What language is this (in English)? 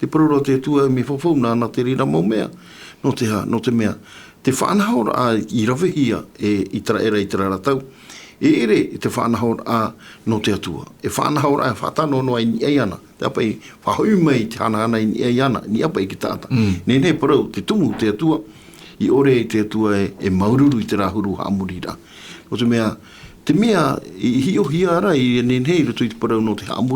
Tahitian